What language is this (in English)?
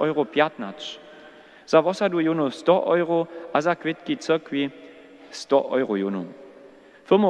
Upper Sorbian